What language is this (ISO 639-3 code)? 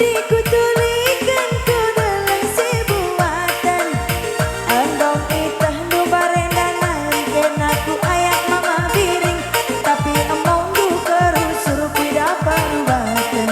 btx